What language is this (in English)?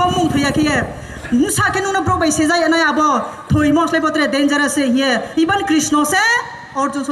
Kok Borok